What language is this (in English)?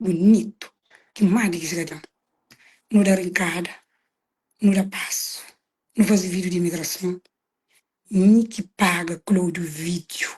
Kabuverdianu